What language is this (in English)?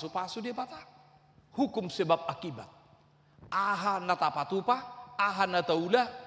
Batak Toba